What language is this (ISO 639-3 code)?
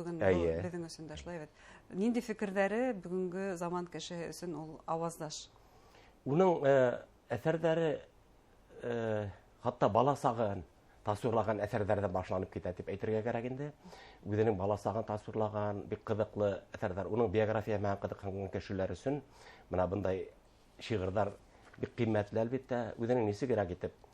bak